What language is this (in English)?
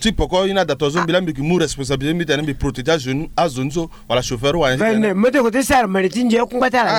Sango